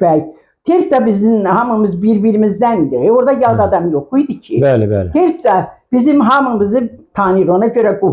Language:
Azerbaijani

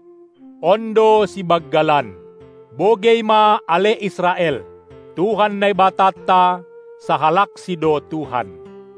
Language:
Batak Simalungun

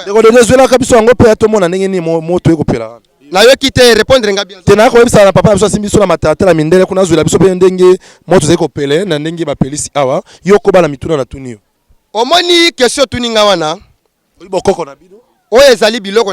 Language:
Lingala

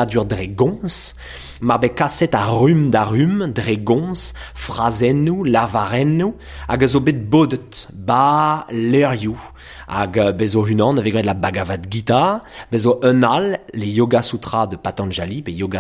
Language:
Breton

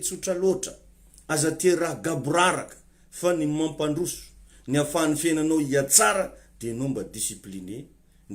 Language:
Malagasy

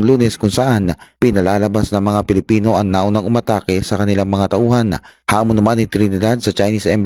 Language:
Filipino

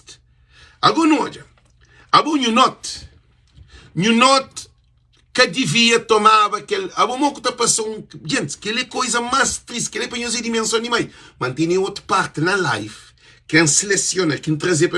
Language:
Kabuverdianu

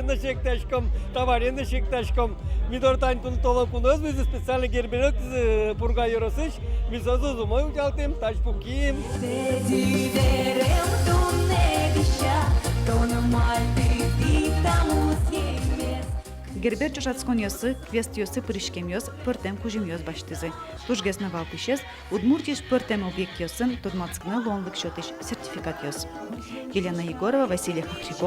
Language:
Udmurt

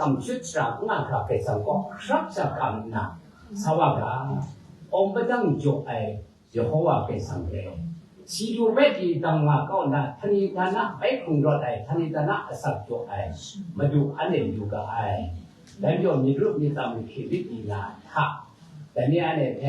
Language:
Kachin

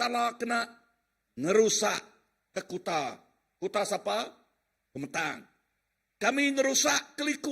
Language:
Iban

